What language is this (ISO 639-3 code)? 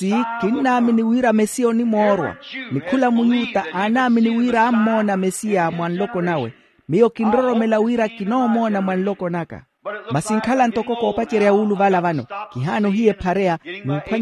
vmw